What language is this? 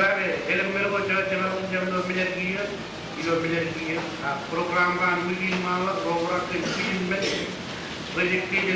Marshallese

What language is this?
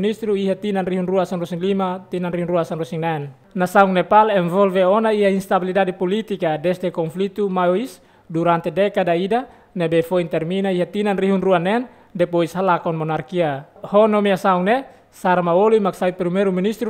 Tetum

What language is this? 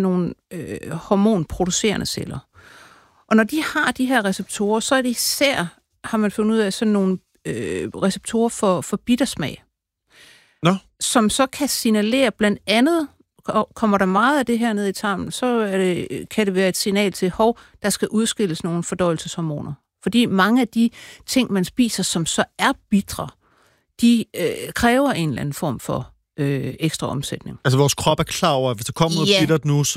Danish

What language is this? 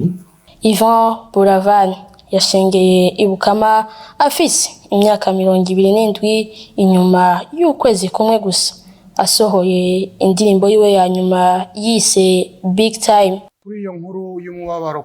Rundi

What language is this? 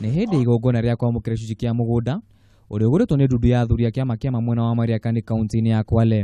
Kikuyu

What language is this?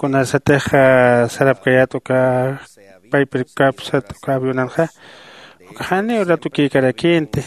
Aymara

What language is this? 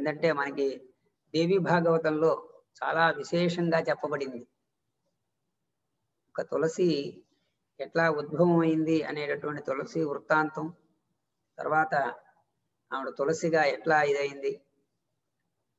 Telugu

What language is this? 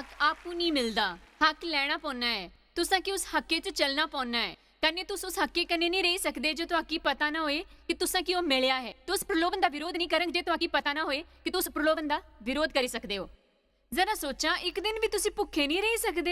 Dogri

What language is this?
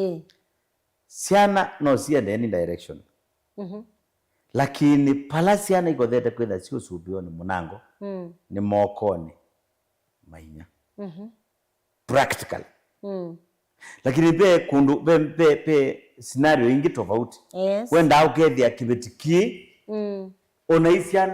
Kamba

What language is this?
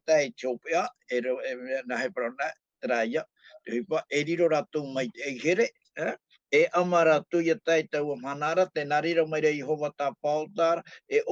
Tahitian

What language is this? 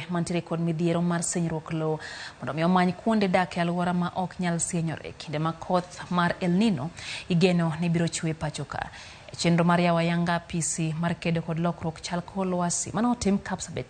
Luo (Kenya and Tanzania)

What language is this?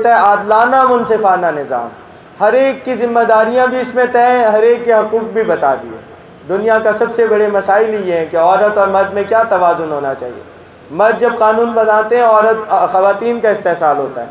Urdu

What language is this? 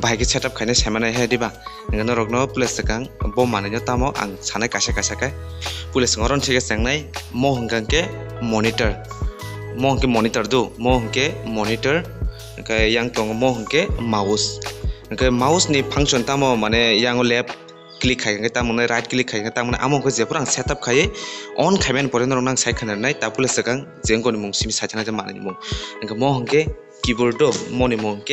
Kok Borok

